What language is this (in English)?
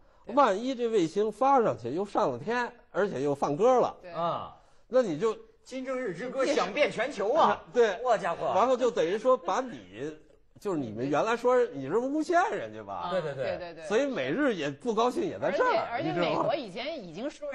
Chinese